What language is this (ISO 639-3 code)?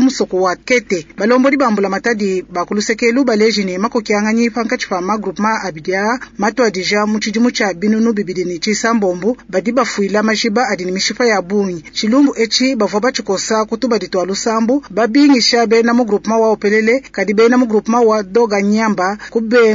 lua